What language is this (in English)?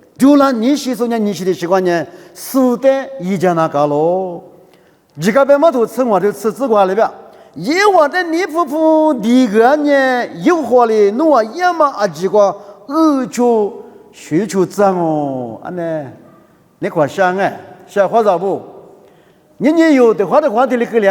Lisu